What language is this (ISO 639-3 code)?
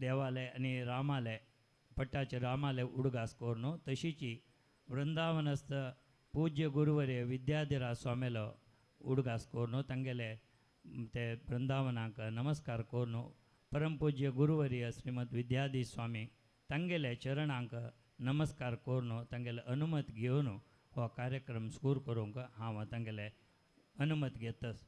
kok